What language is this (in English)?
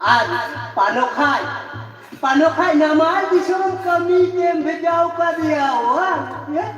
Santali